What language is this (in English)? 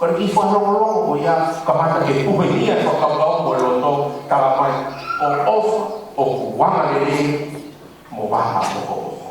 Tongan